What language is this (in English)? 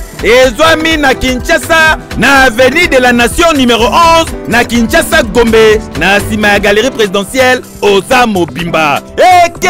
French